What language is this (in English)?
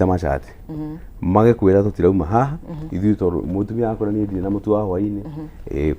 Kikuyu